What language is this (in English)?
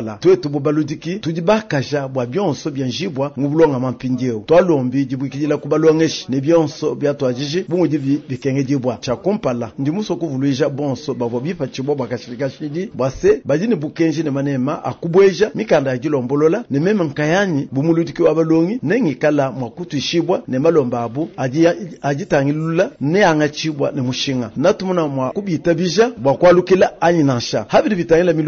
Luba-Lulua